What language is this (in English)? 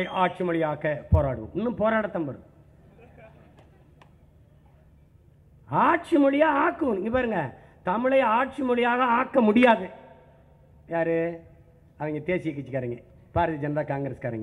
Tamil